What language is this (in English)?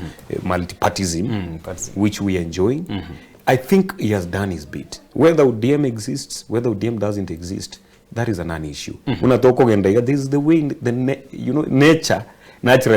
Gusii